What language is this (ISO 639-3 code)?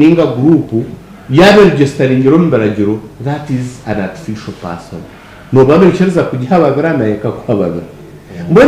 nyn